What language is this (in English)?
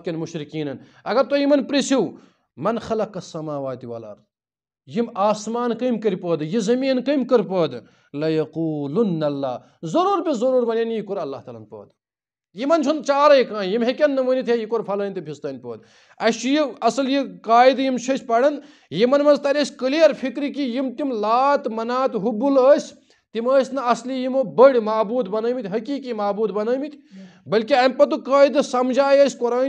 Kashmiri